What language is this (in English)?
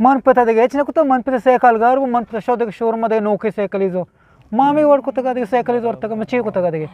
Eastern Balochi